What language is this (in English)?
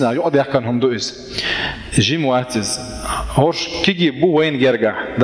Chechen